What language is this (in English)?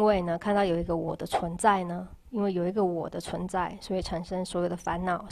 Chinese